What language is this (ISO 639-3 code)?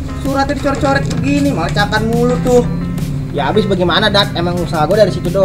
bew